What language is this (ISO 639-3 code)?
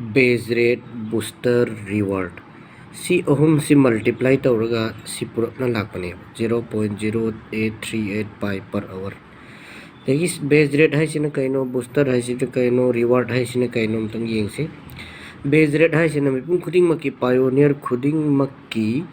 mni